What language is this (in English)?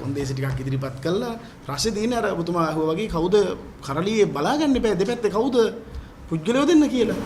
Sinhala